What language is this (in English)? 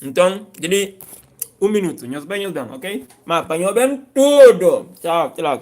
Kabuverdianu